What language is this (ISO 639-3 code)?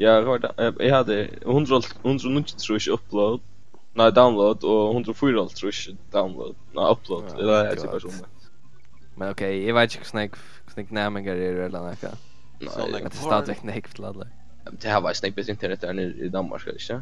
fao